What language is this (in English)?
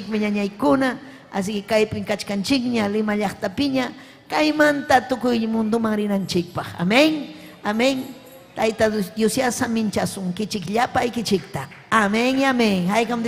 Ayacucho Quechua